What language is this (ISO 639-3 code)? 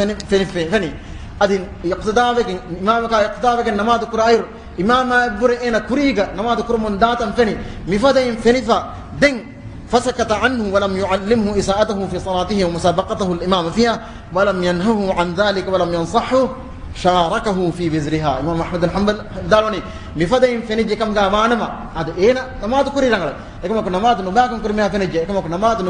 div